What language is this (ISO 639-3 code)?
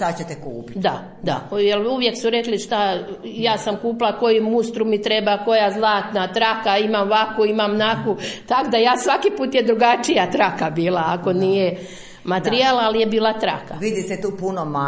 hrv